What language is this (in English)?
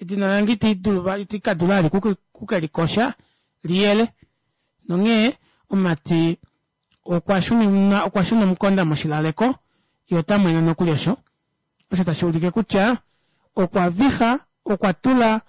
Kuanyama